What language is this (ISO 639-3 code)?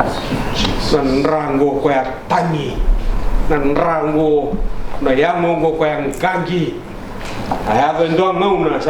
fij